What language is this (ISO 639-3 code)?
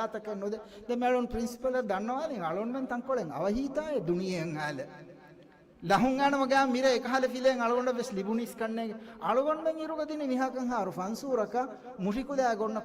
div